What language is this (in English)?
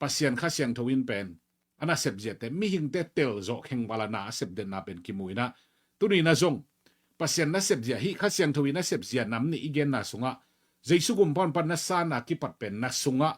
Tedim Chin